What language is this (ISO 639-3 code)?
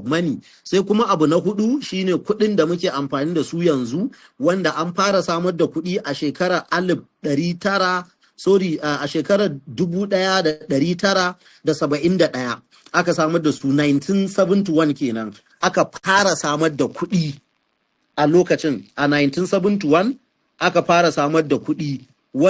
hau